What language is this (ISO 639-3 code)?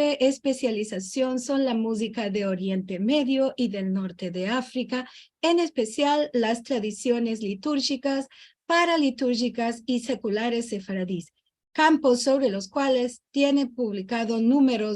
lad